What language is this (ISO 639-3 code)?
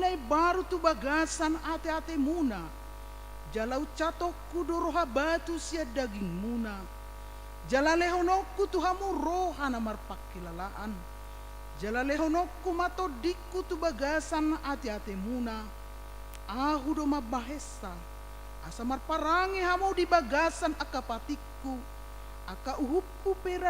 bbc